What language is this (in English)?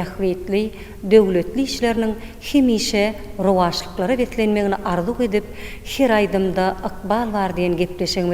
Turkmen